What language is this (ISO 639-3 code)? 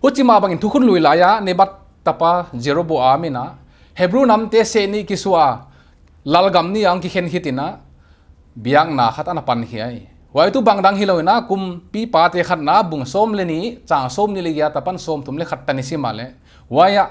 pck